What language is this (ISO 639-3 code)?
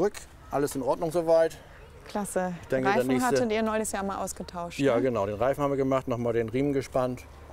deu